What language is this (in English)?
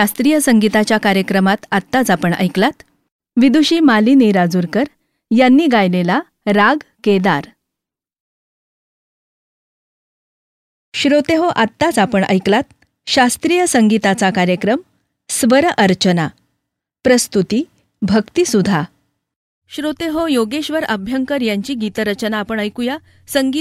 Marathi